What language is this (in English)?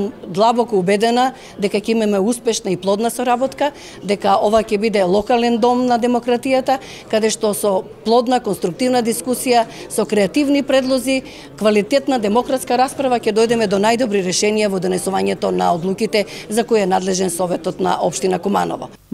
Macedonian